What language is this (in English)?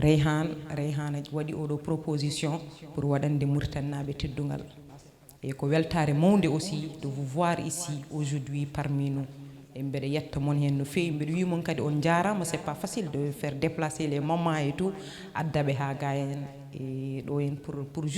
Fula